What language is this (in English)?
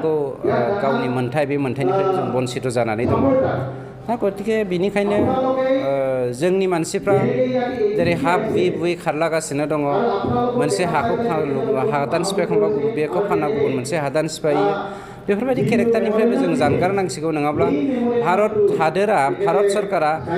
Bodo